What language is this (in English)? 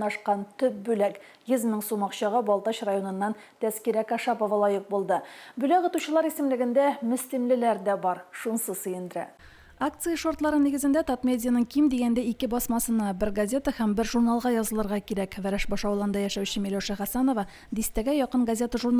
Tatar